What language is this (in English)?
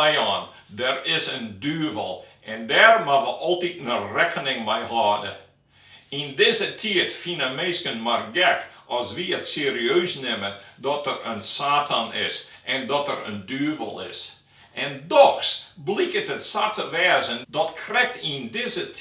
Western Frisian